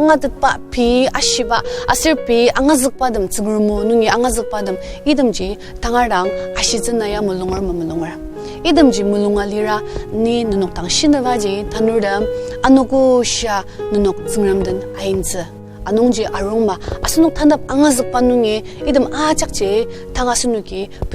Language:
Ao Naga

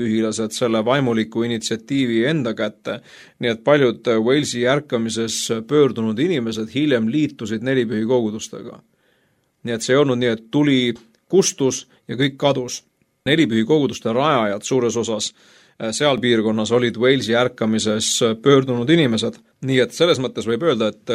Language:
Estonian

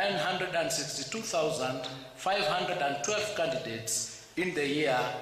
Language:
Gusii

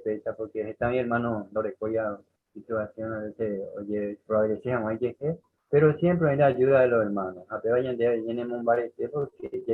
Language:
Guarani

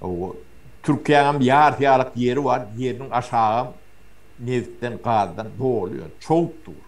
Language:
Turkmen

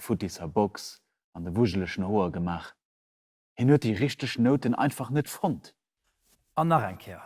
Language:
Luxembourgish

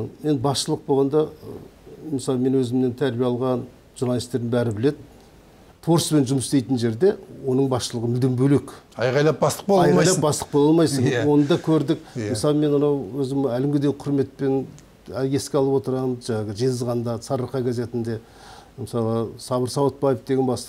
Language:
Kazakh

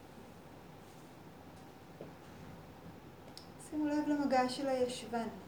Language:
Hebrew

